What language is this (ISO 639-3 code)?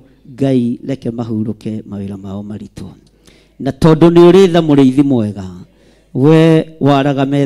kik